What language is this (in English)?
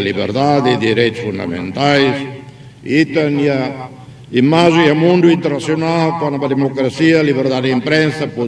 Tetum